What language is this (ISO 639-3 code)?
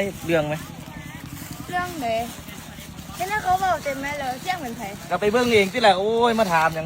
lao